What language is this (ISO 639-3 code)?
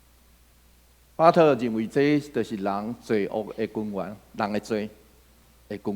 nan